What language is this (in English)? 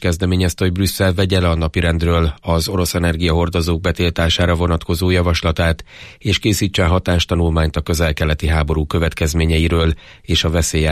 Hungarian